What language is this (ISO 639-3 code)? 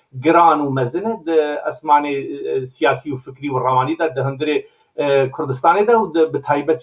kur